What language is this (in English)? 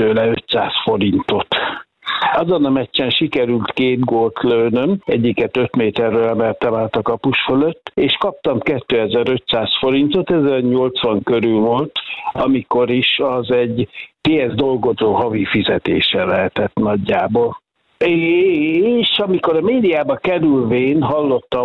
Hungarian